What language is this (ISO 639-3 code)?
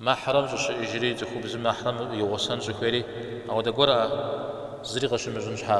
kbd